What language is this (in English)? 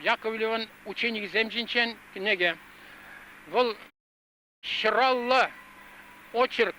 Chuvash